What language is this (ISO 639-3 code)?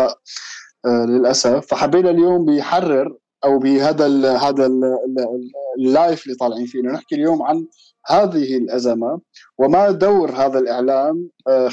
apc